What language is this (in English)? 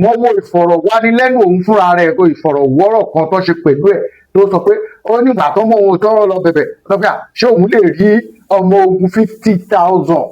Yoruba